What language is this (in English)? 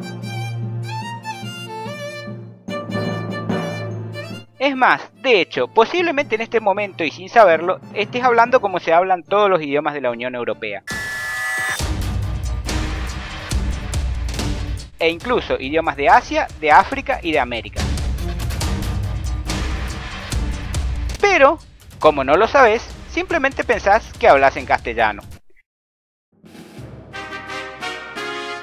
Spanish